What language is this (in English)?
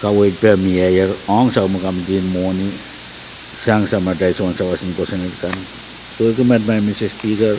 Pohnpeian